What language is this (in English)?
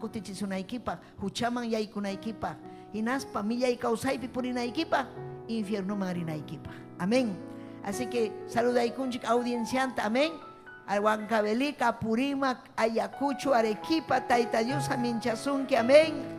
Ayacucho Quechua